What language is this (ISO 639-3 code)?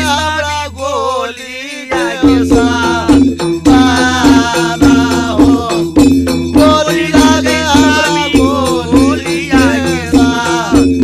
bho